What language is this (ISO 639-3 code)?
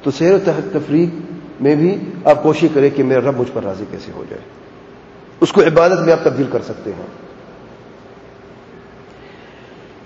urd